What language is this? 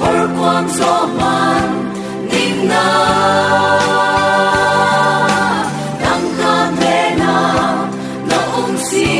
Falam Chin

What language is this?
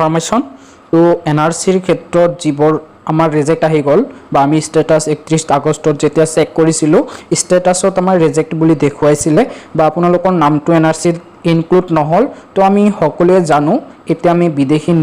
Assamese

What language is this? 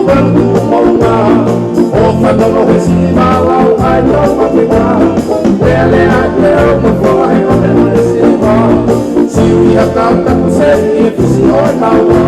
Tongan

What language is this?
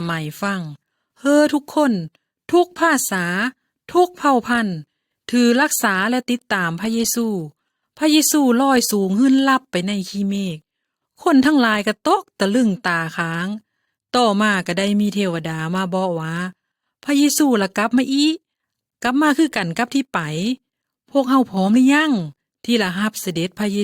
Lao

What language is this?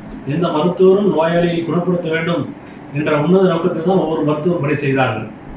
Tamil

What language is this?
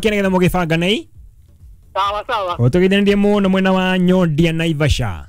Kikuyu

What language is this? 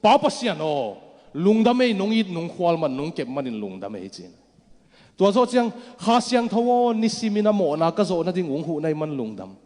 Tedim Chin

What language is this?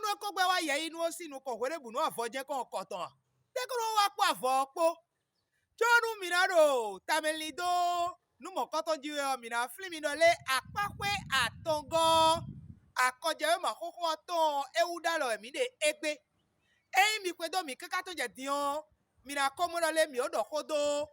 Fon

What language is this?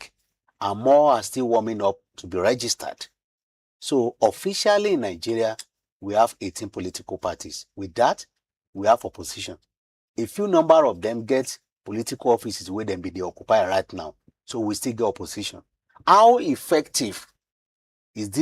Nigerian Pidgin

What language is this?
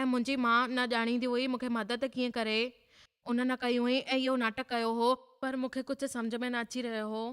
Sindhi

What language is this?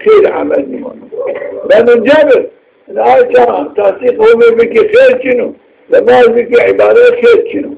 Zaza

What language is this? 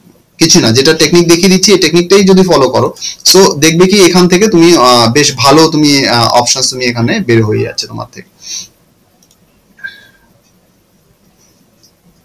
Bangla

